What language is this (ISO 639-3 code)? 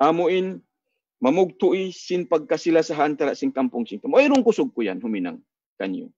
tsg